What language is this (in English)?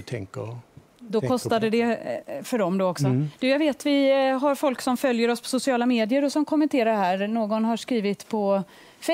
Swedish